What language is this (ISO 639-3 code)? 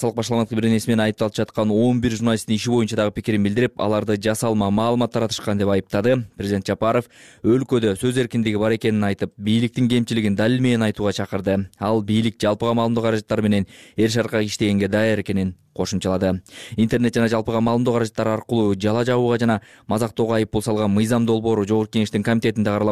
kir